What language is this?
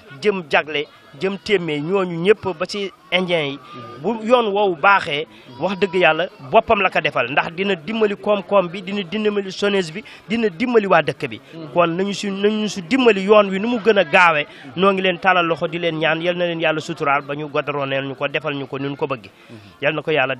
Wolof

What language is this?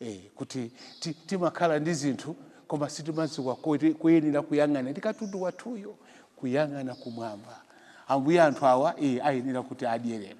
Nyanja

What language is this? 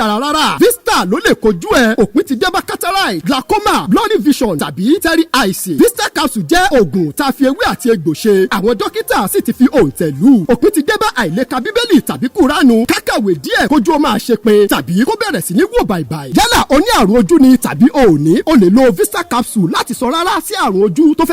Yoruba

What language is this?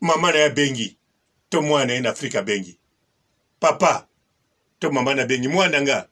Lingala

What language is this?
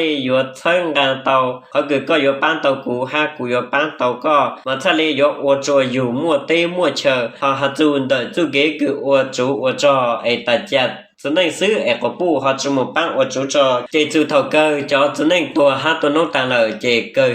Hmong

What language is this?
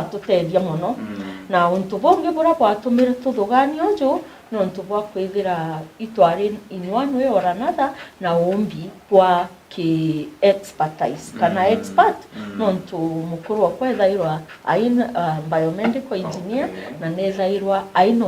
Meru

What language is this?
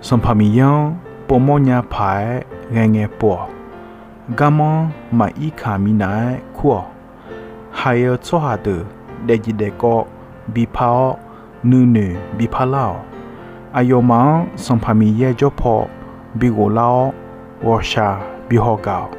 Akha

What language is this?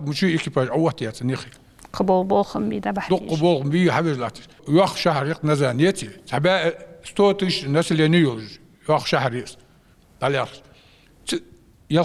Ingush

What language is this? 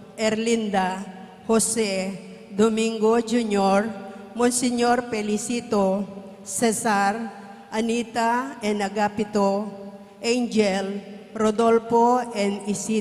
Pampanga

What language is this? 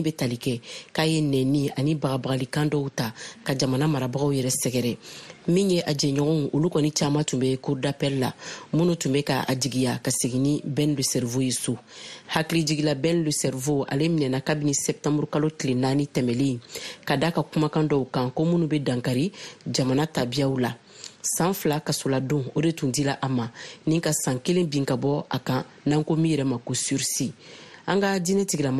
Bambara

